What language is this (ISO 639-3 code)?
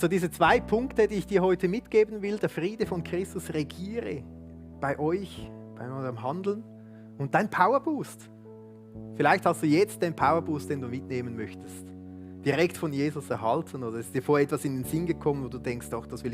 gsw